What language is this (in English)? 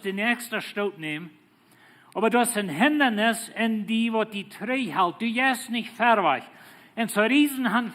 Plautdietsch